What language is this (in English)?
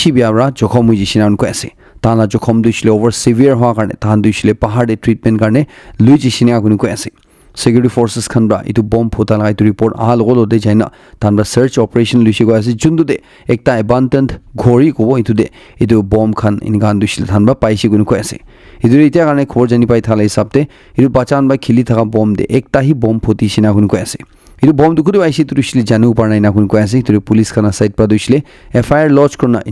Naga Pidgin